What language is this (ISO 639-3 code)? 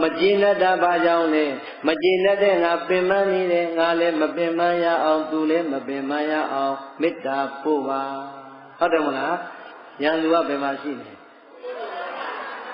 mya